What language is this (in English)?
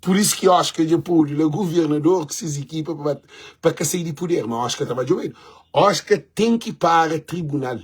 Kabuverdianu